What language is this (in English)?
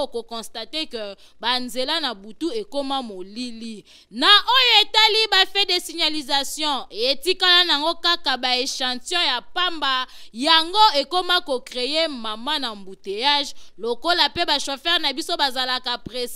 Lingala